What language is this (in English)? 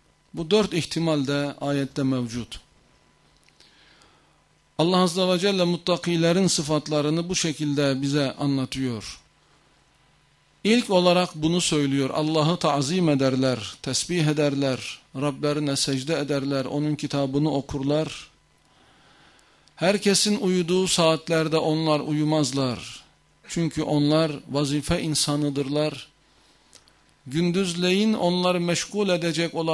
Turkish